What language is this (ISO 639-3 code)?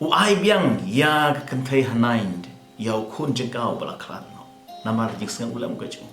kha